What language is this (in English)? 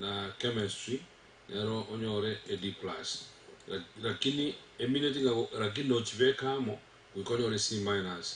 Gusii